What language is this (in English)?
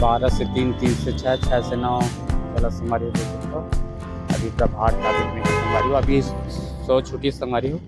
Chhattisgarhi